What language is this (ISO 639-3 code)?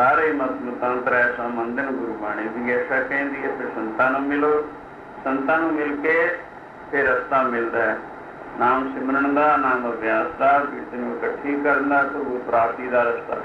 pan